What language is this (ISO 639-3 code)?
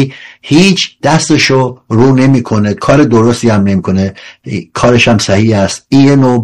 fas